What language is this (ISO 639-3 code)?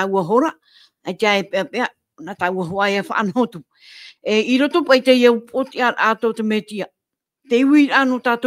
tah